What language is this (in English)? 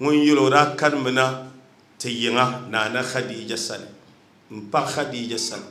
Dagbani